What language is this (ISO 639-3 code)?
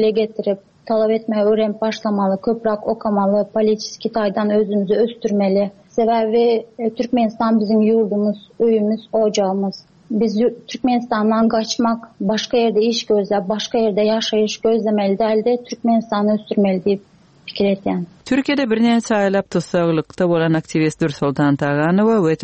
tuk